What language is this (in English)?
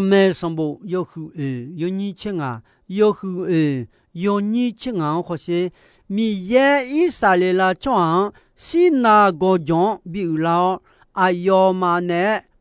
Akha